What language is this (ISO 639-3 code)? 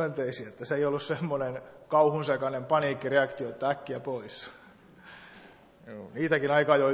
fin